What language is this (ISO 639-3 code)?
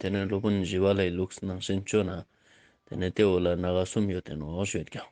lbj